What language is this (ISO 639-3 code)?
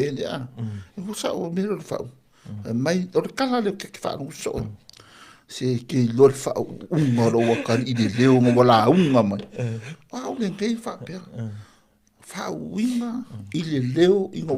smo